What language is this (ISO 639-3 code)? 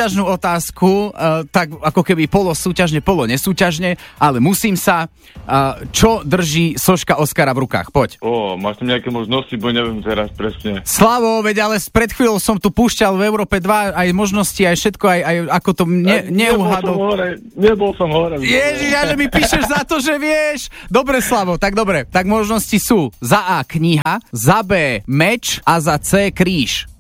slk